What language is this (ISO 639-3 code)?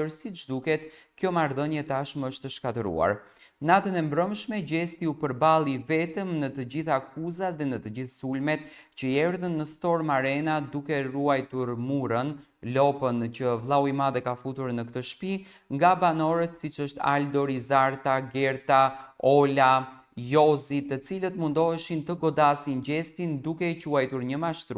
sqi